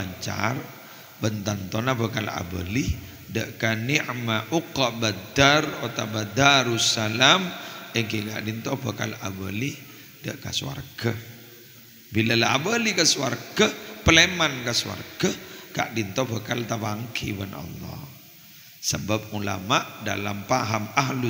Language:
Madurese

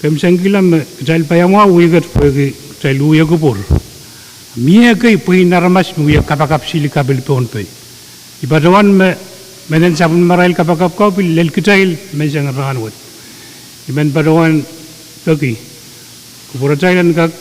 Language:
Pohnpeian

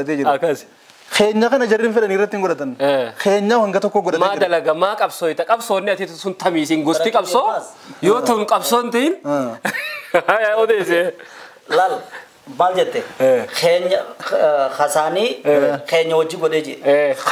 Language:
Oromo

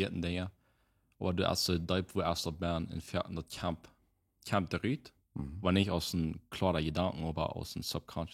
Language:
Plautdietsch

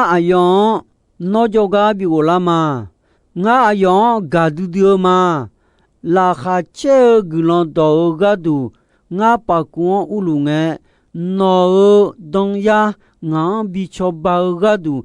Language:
Akha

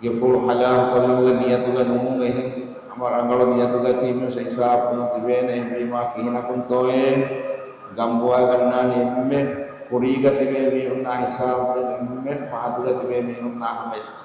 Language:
Divehi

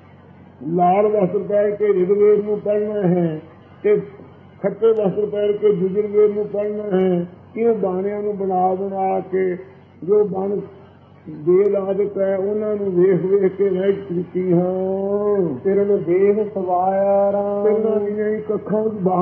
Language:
Punjabi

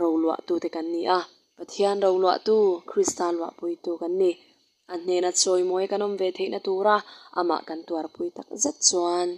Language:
Mizo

